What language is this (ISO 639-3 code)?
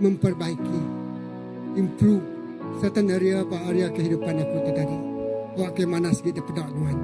iba